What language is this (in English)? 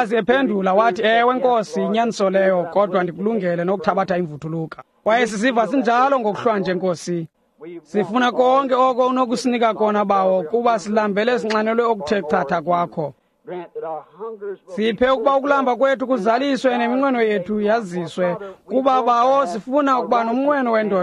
Xhosa